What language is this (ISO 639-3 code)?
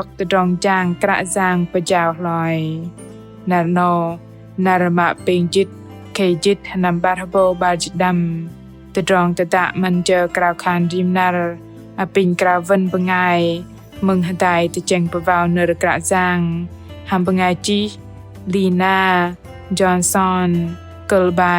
bdq